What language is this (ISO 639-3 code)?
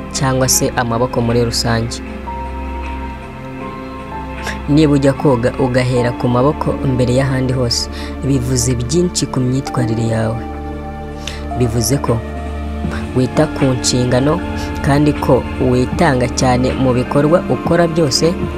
kin